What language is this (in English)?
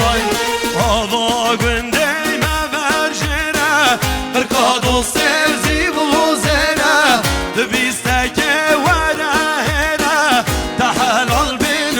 Kurdish